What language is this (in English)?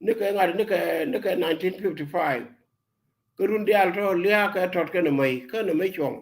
Nuer